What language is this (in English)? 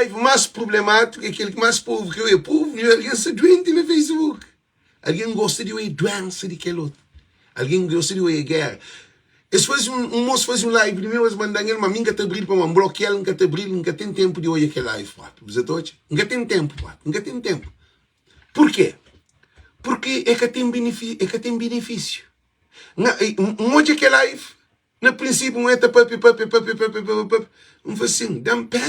Kabuverdianu